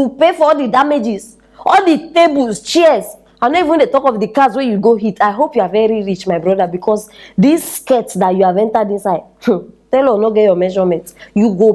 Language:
Nigerian Pidgin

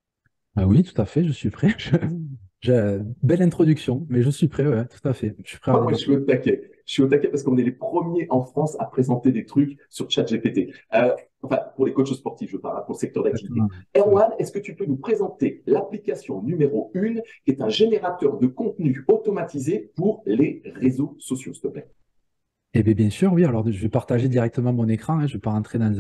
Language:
French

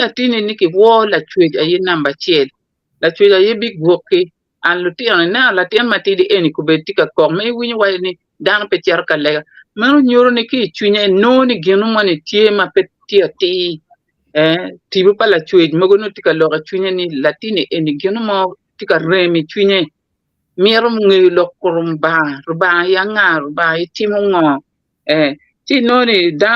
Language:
Acoli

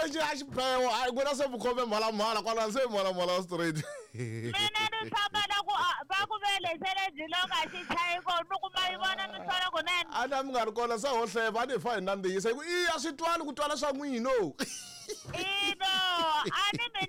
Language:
Tsonga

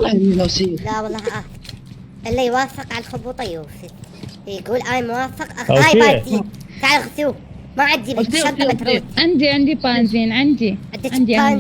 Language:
Mesopotamian Arabic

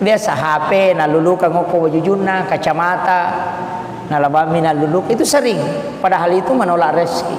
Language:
Buginese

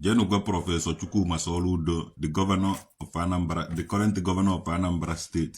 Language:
Igbo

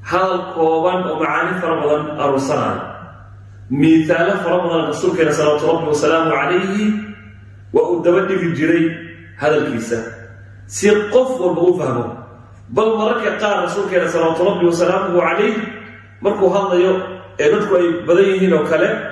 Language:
Somali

